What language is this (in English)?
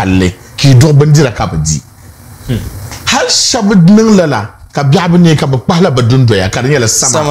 Dagbani